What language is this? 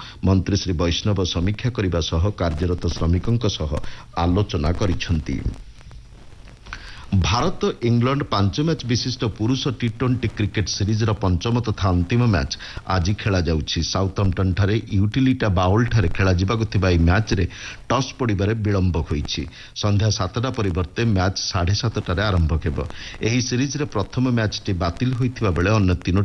Odia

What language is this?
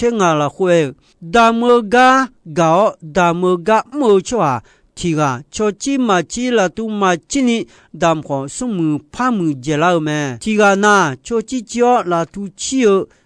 Akha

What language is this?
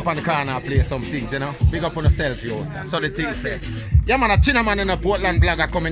Jamaican Creole English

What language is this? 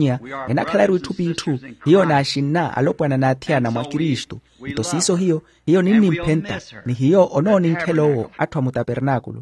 Makhuwa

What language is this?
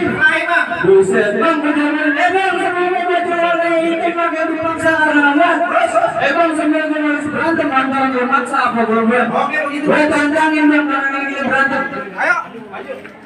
Betawi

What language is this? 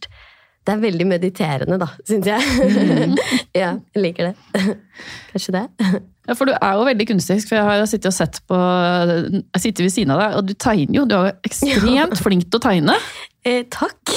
Norwegian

